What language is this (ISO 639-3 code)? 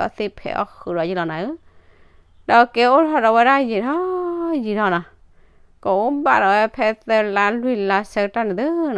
ksw